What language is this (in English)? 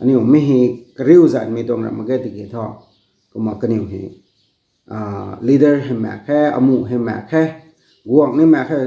Rongmei Naga